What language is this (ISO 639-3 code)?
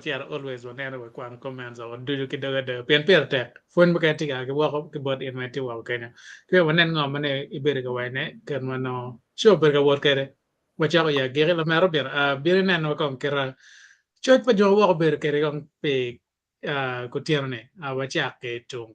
ach